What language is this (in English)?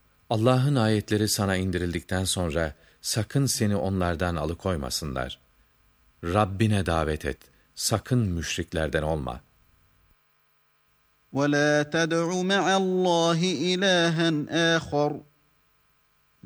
Turkish